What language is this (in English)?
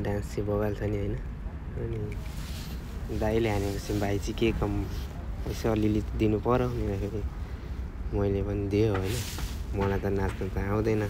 Nepali